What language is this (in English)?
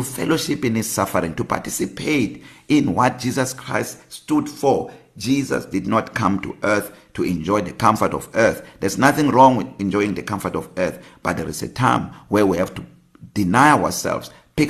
English